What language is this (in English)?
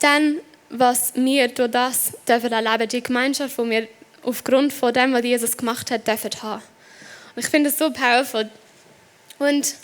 Swiss German